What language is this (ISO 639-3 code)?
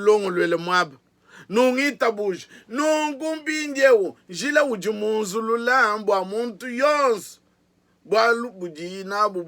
lua